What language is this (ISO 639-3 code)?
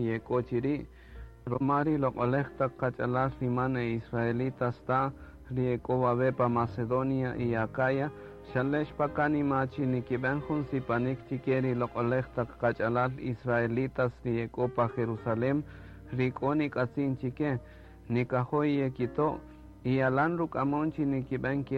cak